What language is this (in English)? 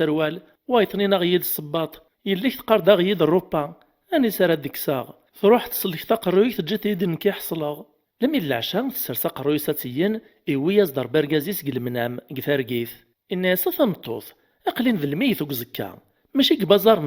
Kabyle